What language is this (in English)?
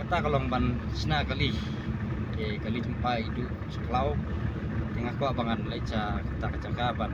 Khasi